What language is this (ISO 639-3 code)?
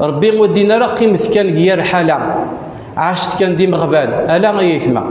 kab